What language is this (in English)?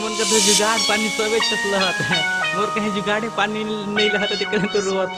Chhattisgarhi